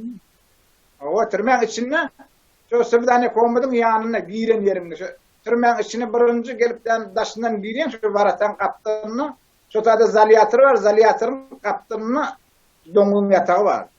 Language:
Turkmen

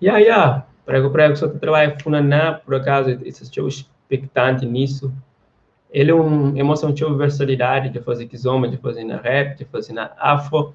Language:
Kabuverdianu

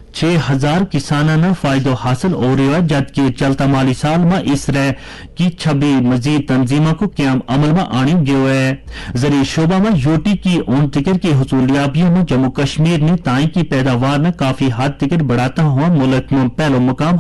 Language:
Gujari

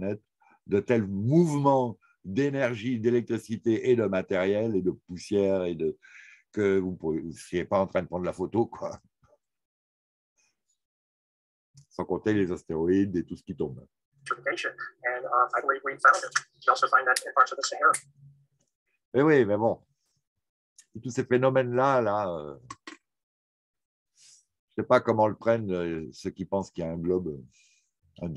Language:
French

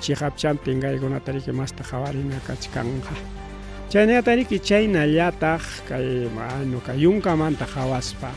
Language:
Ayacucho Quechua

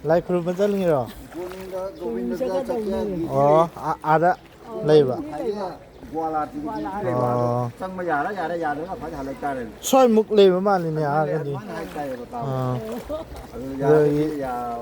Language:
Manipuri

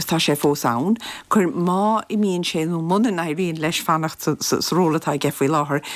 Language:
Irish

